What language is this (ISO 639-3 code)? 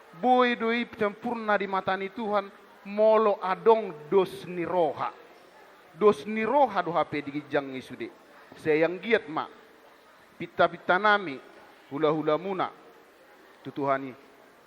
bbc